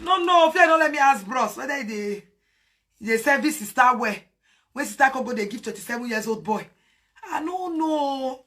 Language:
Nigerian Pidgin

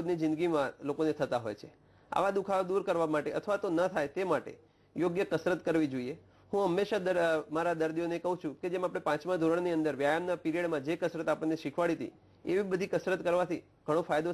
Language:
Gujarati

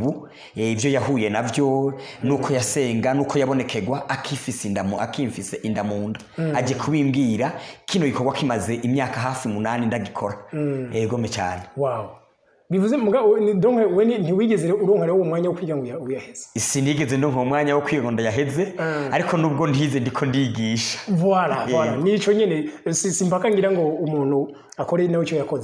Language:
Rundi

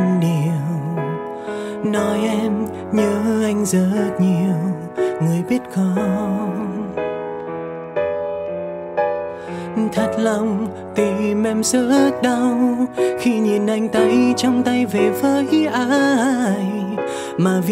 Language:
Vietnamese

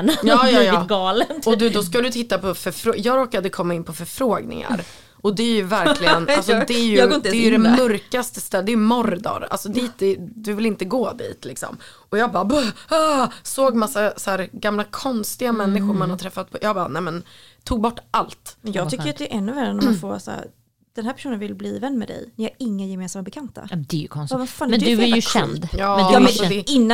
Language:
Swedish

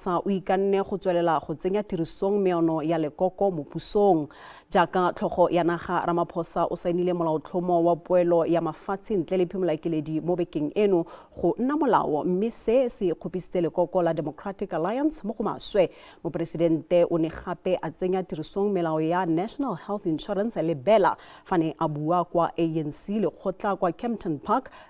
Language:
Tswana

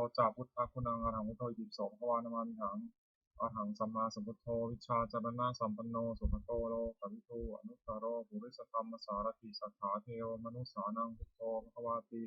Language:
Pali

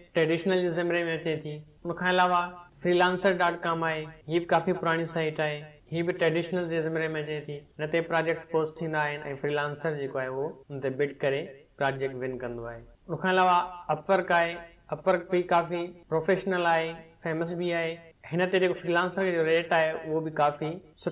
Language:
Sindhi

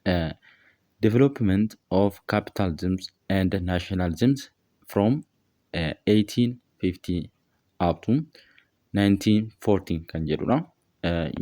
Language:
Oromo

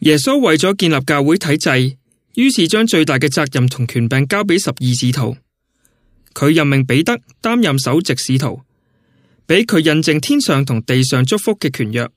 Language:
Cantonese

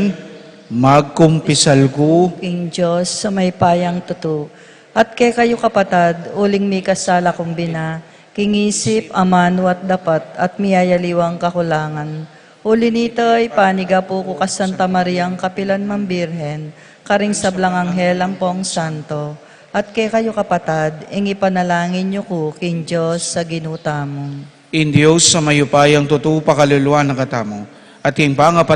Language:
Pampanga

